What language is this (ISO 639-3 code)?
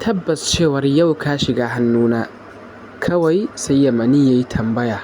hau